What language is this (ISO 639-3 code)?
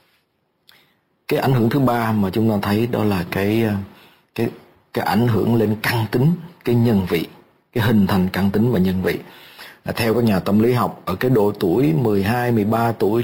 vie